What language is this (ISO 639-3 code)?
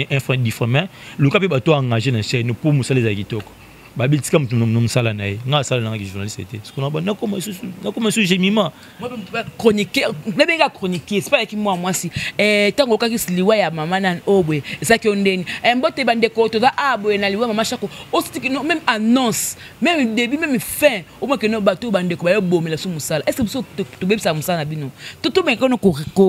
lin